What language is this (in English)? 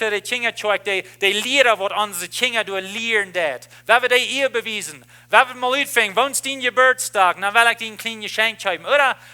Plautdietsch